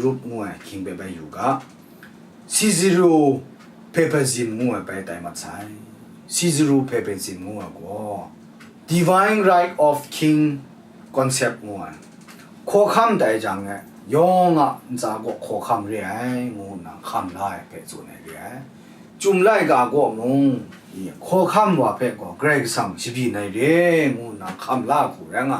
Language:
Kachin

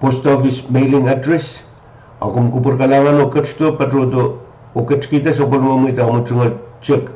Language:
Pohnpeian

